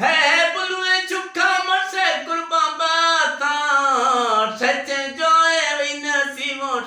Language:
Eastern Balochi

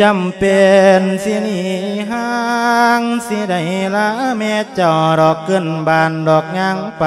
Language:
Lao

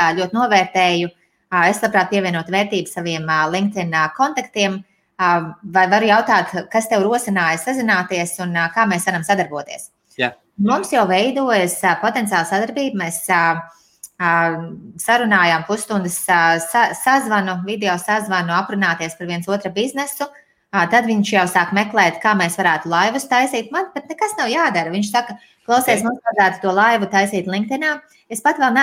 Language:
Latvian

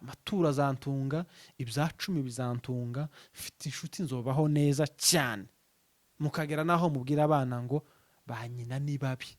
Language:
Rundi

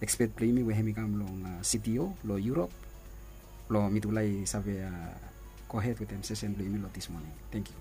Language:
Bislama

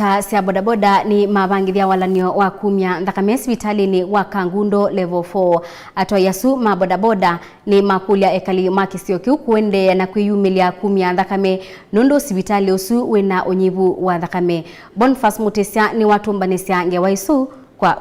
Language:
Kamba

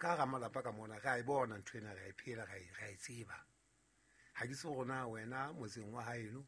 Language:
Southern Sotho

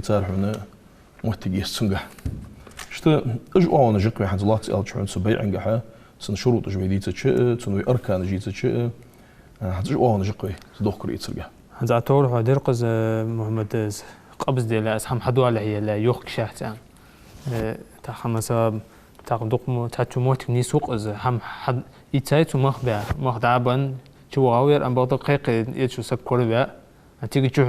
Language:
Ingush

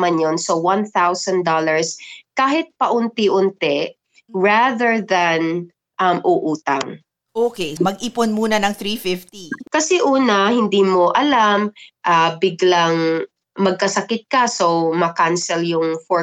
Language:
Filipino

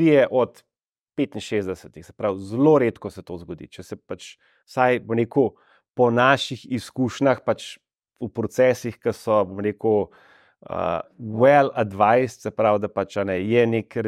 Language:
Slovenian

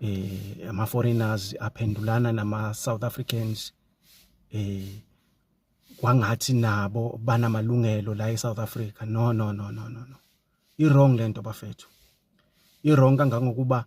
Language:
Zulu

